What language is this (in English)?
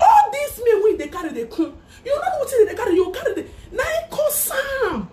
Nigerian Pidgin